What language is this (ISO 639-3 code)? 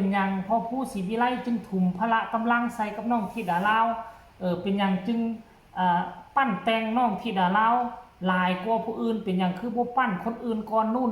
tts